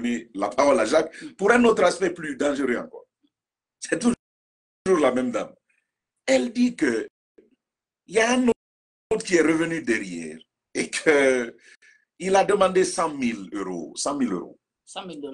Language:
French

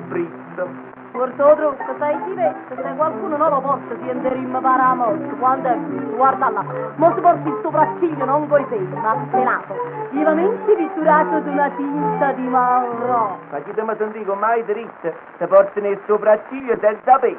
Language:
Neapolitan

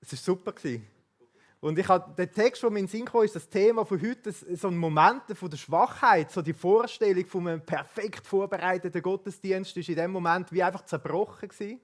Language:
Swiss German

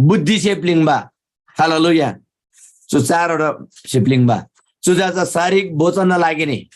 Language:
Eastern Tamang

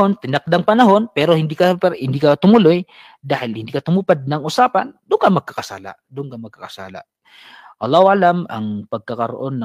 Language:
Maranao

